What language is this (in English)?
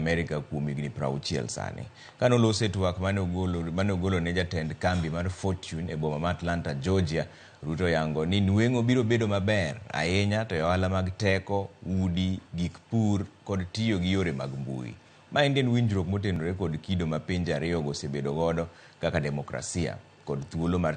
Luo (Kenya and Tanzania)